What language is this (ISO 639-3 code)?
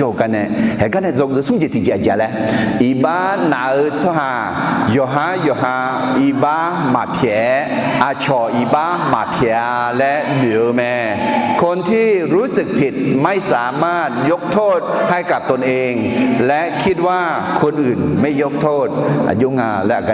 ahk